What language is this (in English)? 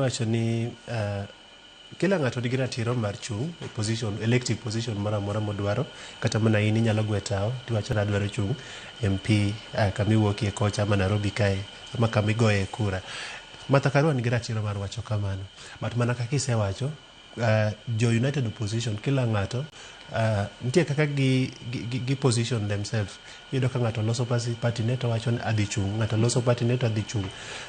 Luo (Kenya and Tanzania)